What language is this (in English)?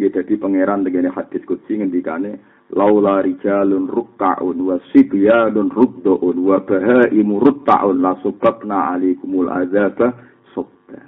Javanese